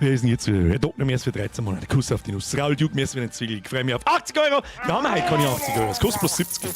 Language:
Bavarian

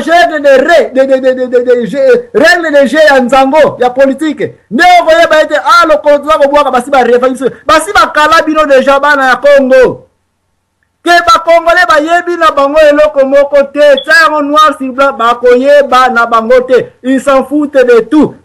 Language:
Lingala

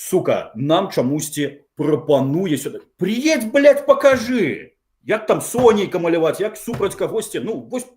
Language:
Belarusian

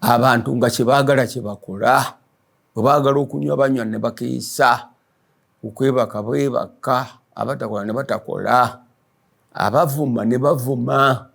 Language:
Ganda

